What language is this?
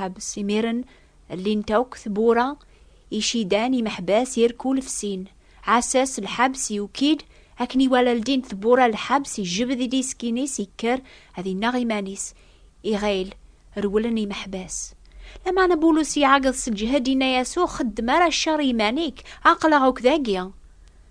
Kabyle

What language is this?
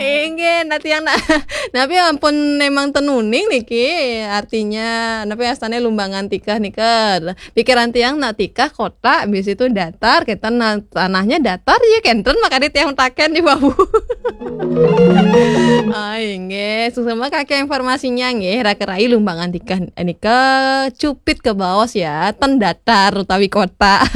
Balinese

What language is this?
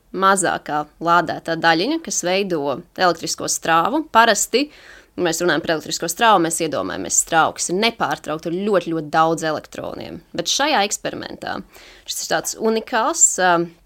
Latvian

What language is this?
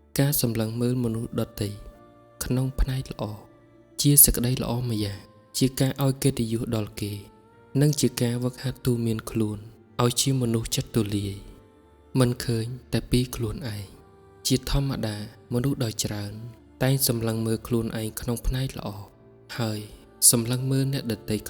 Khmer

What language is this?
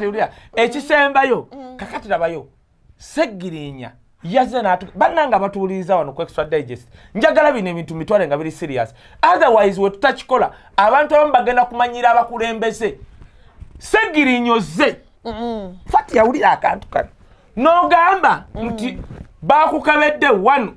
Ganda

